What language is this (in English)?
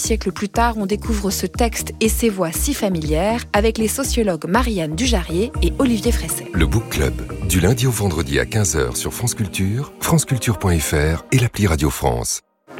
French